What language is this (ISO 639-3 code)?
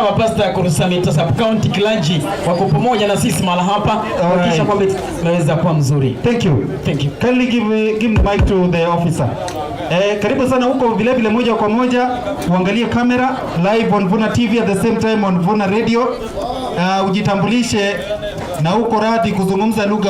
guz